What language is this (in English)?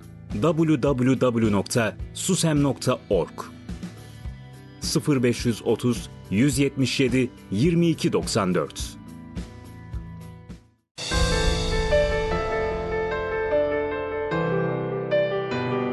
Turkish